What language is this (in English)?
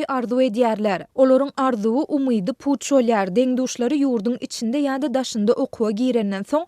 Turkmen